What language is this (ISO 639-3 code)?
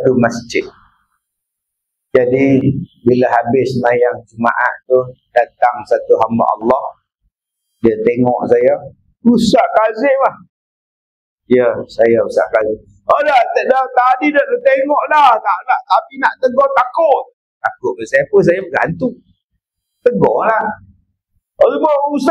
msa